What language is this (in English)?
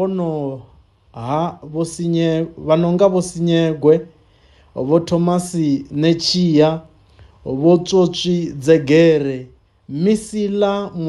Venda